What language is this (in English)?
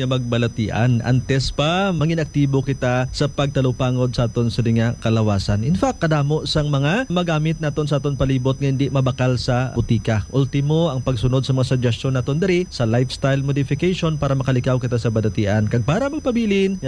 Hiligaynon